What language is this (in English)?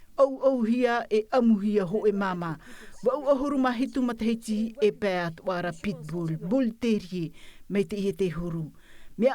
Tahitian